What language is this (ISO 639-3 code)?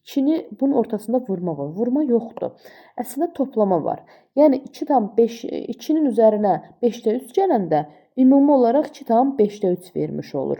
aze